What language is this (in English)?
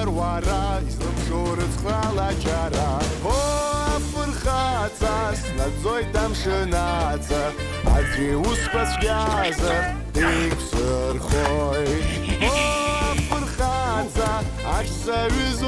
Abkhazian